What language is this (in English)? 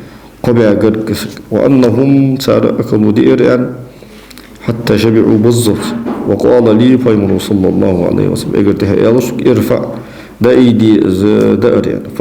Ingush